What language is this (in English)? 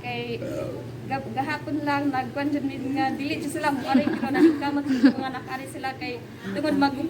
Cebuano